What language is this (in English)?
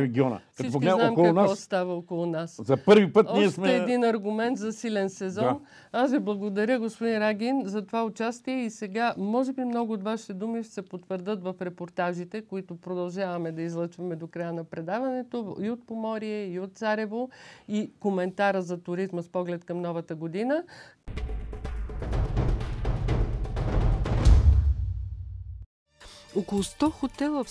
Bulgarian